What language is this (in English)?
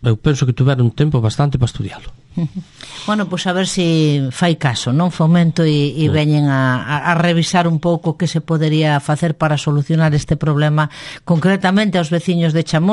Galician